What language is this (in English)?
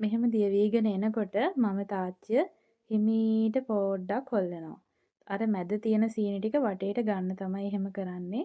Sinhala